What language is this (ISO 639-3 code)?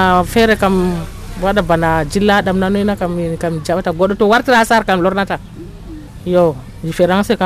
fuv